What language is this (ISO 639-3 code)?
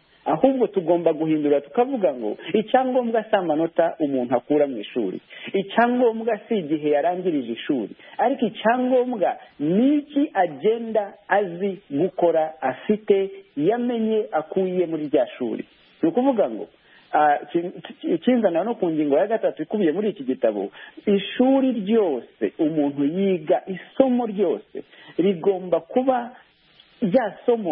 kin